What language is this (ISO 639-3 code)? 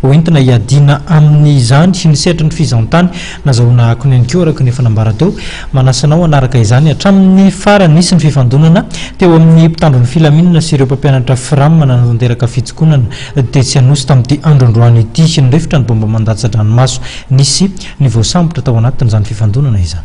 mlg